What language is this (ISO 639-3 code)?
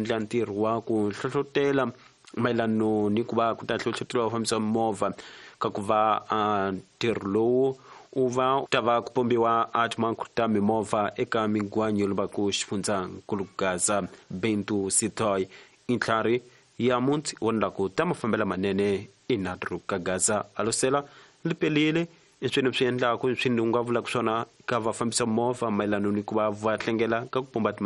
tso